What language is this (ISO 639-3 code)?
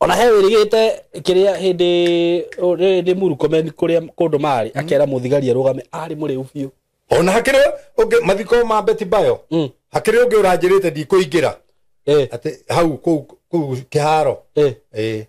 kik